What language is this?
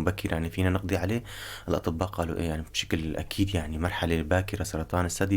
North Levantine Arabic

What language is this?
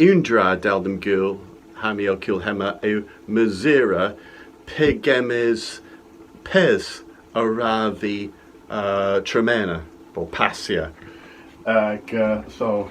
Cornish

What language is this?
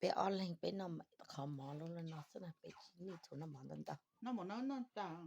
Hmong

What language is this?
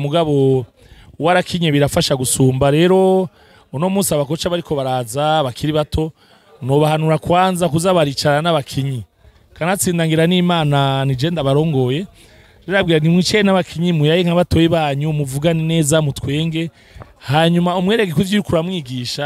Rundi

